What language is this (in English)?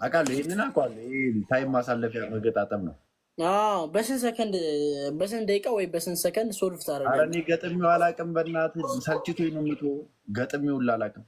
Amharic